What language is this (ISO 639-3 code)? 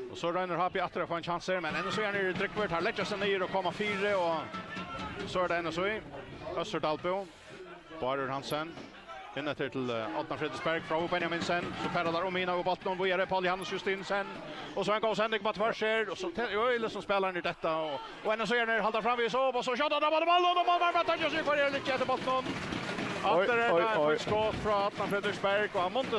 fao